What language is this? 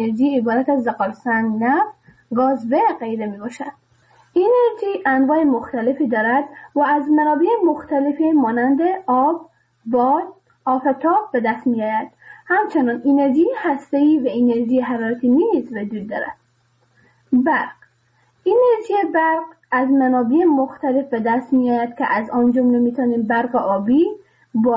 Persian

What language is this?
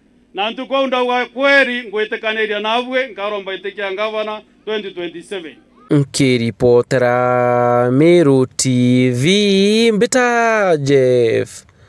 Meru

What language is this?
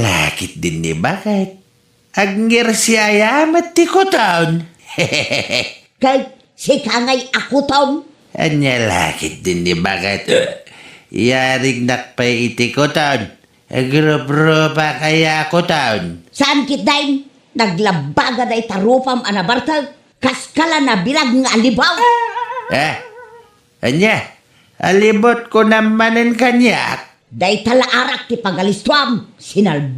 Iloko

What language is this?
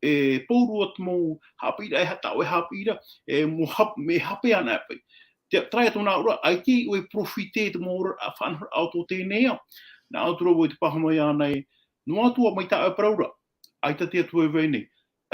Tahitian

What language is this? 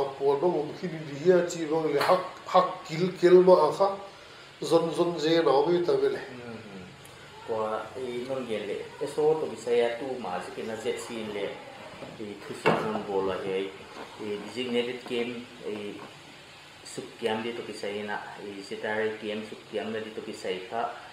Paite Chin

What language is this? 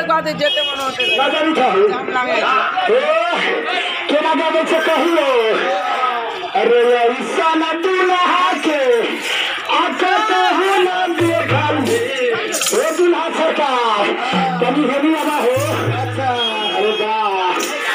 Bhojpuri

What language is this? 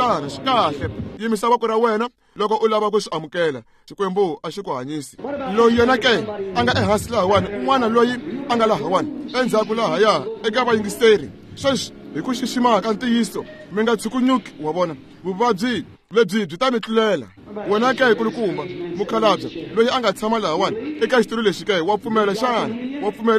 Tsonga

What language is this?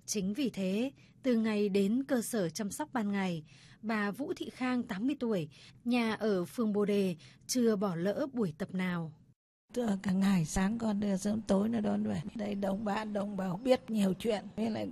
Vietnamese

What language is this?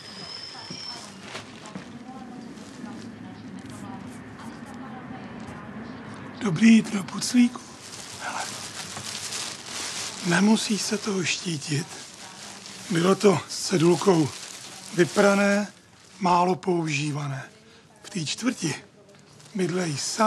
Czech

